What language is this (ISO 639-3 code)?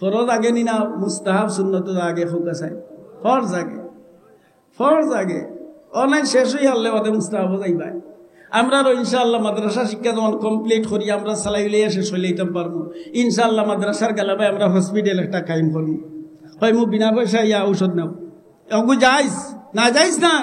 syl